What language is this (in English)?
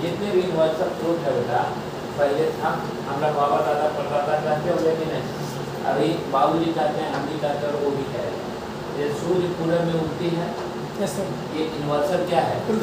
Hindi